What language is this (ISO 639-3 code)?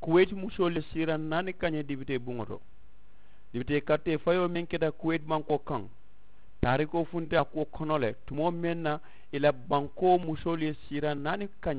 man